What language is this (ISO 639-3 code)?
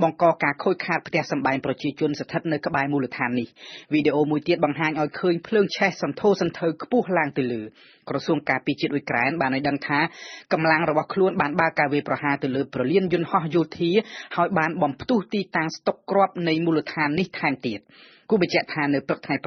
khm